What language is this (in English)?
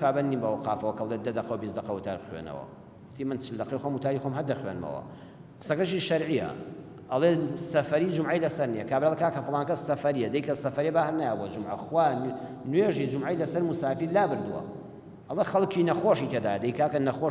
Central Kurdish